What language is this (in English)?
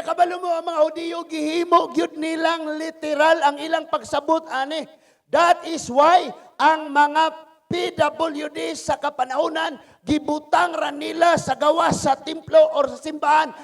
Cebuano